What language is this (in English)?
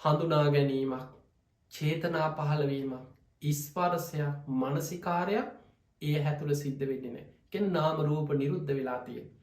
Sinhala